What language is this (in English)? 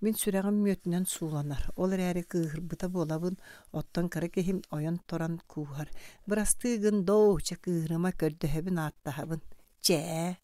Yakut